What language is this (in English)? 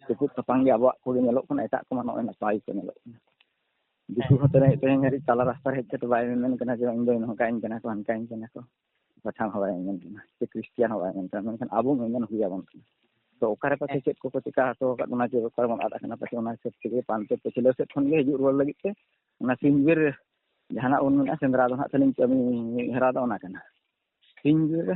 Santali